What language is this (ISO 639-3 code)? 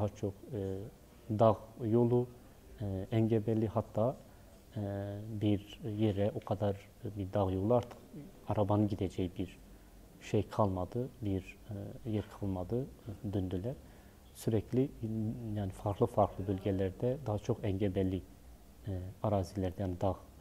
tur